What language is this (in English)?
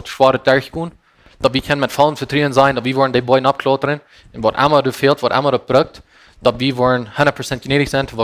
Plautdietsch